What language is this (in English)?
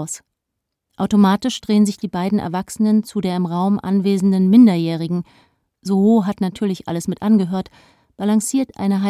German